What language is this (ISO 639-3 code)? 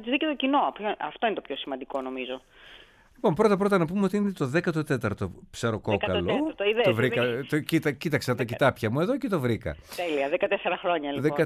ell